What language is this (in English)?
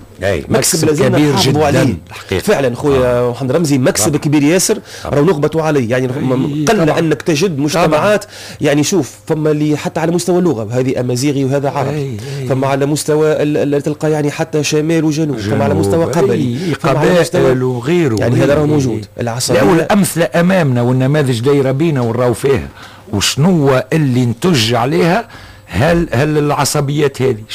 Tunisian Arabic